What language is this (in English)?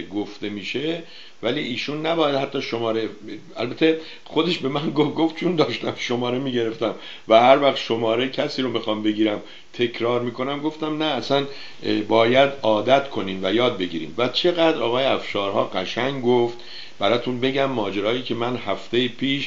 Persian